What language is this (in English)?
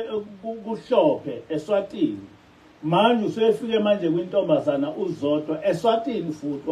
Zulu